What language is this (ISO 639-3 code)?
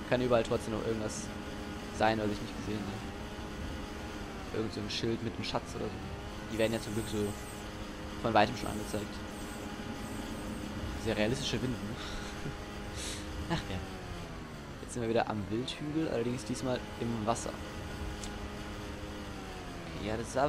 deu